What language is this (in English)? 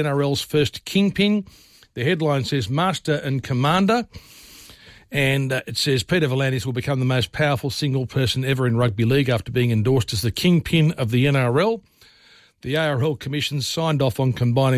English